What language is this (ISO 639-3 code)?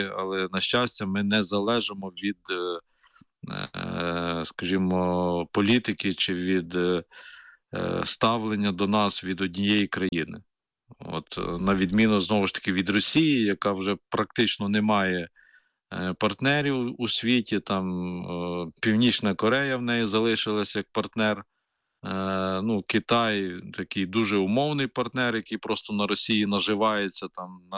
ukr